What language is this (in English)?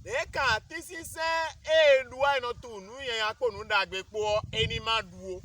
Fon